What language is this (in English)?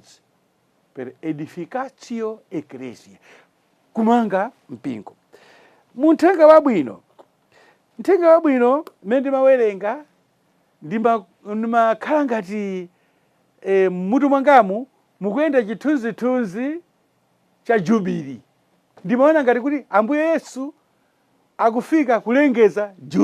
Nyanja